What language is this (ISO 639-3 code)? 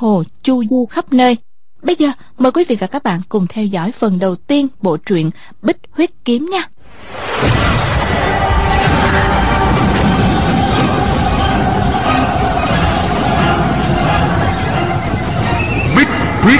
vie